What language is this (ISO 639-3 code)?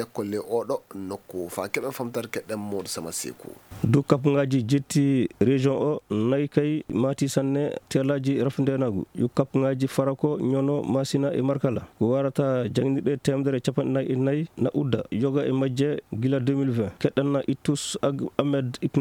ful